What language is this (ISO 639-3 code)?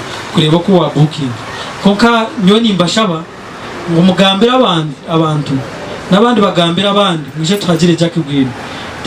nyn